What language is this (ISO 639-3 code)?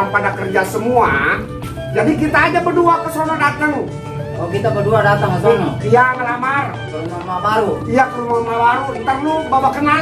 bew